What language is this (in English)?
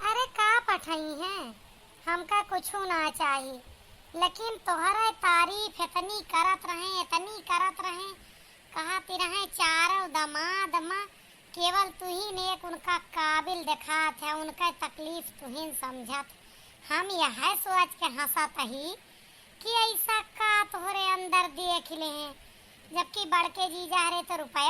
Awadhi